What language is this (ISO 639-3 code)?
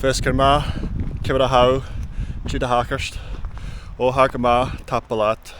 gla